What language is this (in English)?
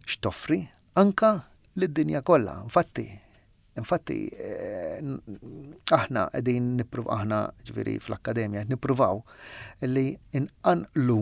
Maltese